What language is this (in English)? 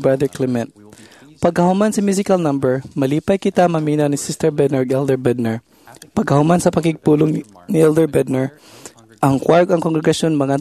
Cebuano